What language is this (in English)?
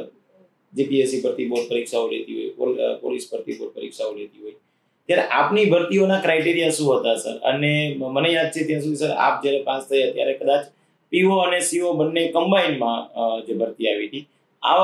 Gujarati